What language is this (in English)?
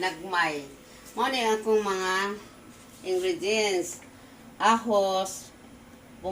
Cebuano